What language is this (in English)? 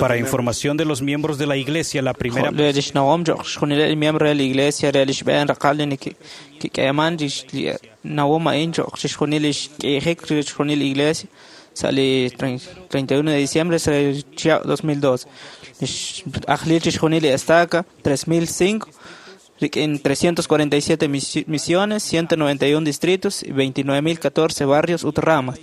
Kekchí